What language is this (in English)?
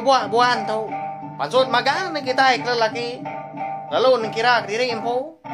Iban